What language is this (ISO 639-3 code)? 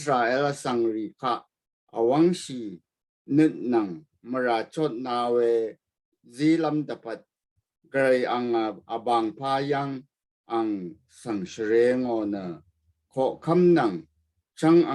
raw